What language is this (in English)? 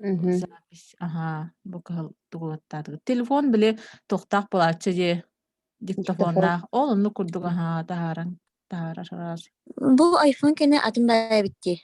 Yakut